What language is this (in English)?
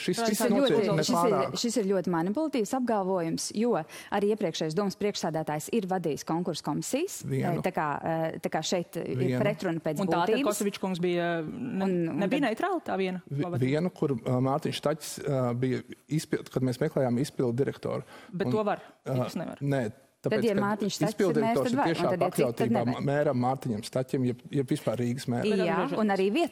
Latvian